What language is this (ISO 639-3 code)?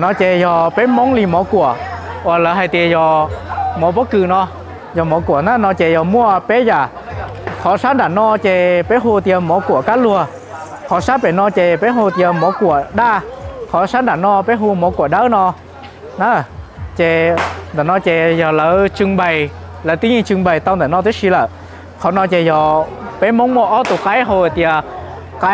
hmn